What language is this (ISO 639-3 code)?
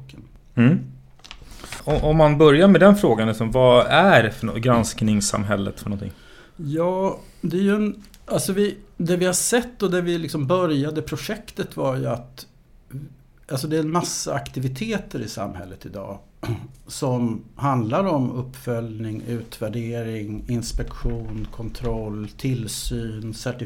swe